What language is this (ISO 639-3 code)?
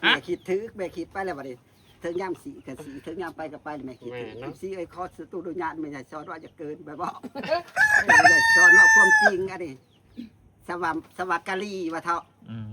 tts